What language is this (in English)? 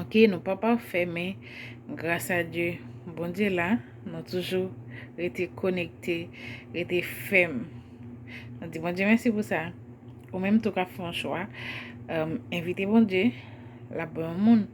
Haitian Creole